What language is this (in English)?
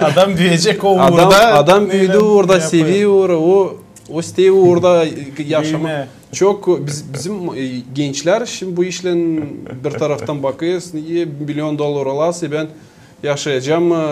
Gagauz